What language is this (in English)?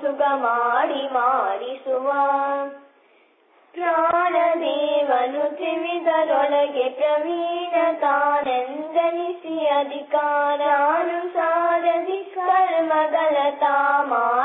Kannada